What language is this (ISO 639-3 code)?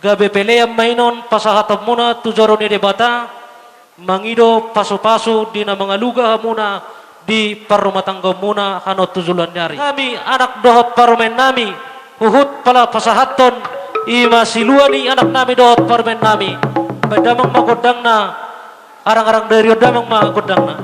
bbc